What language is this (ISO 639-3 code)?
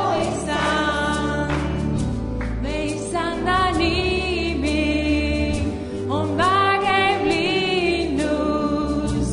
est